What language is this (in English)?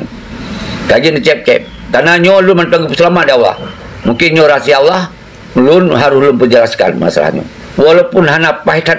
Achinese